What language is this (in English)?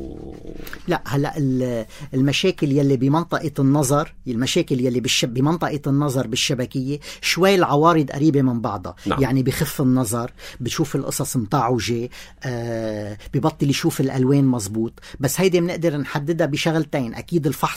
North Levantine Arabic